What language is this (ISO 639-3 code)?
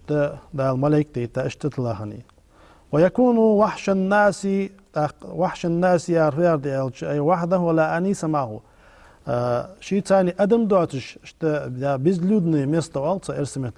inh